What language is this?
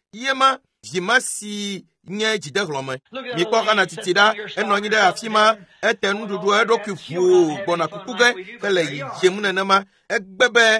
Ewe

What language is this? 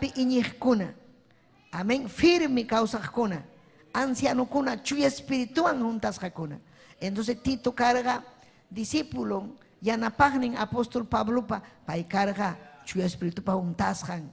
Ayacucho Quechua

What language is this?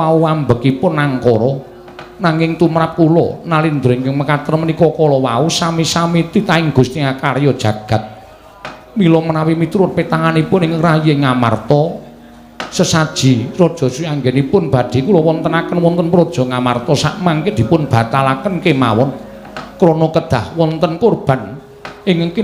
Javanese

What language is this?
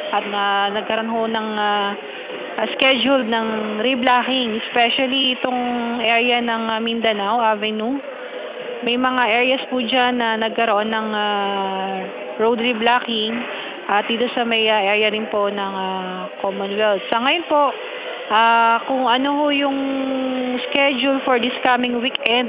Filipino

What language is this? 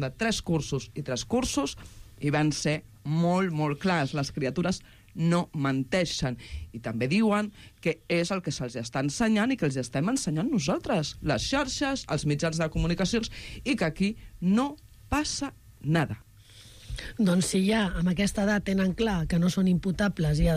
Catalan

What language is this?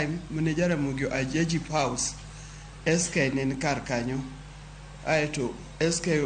Luo (Kenya and Tanzania)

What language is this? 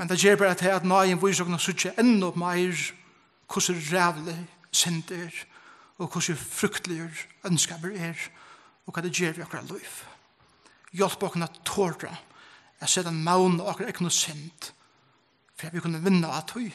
Faroese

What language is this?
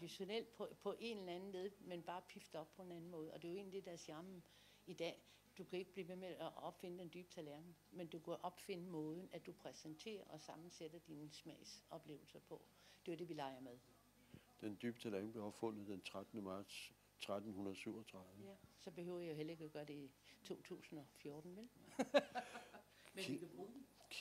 Danish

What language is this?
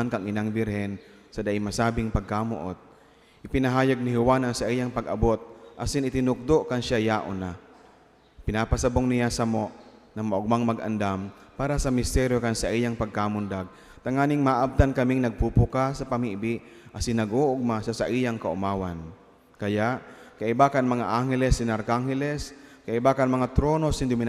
Bikol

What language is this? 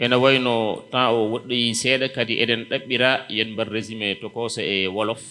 Fula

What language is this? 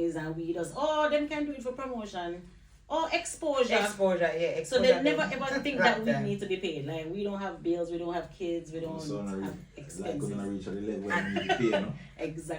Jamaican Creole English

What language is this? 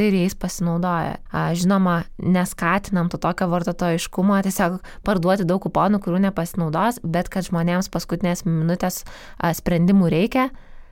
Lithuanian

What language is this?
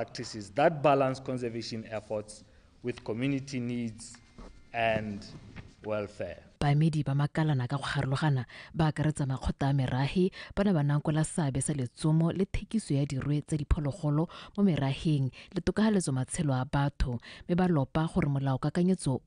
Tswana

